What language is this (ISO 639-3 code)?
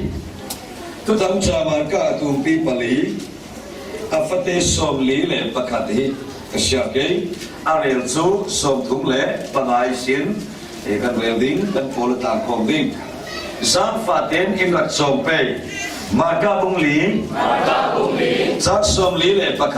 cfm